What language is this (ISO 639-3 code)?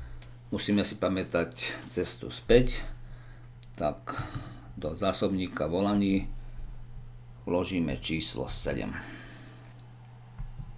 slk